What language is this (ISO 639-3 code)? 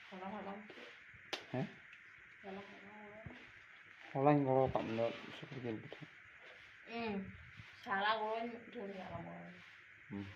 sat